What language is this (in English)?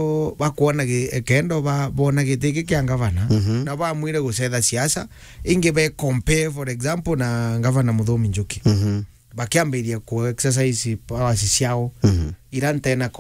Meru